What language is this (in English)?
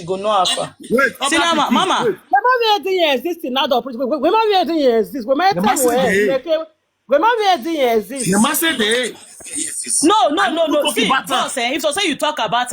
Nigerian Pidgin